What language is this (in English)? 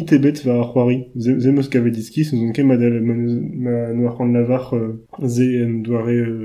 Breton